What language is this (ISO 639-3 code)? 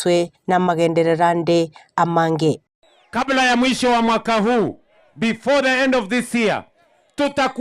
guz